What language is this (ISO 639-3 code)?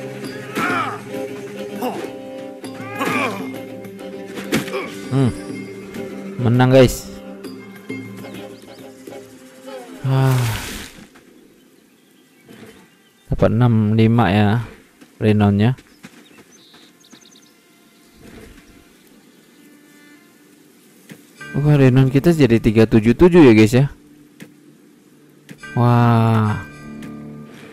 ind